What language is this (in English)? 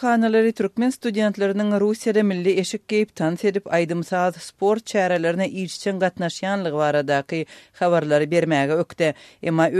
Turkmen